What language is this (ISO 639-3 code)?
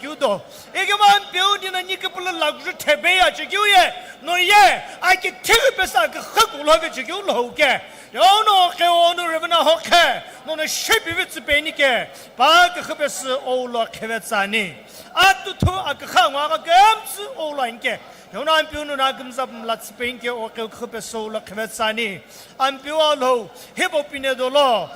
nsm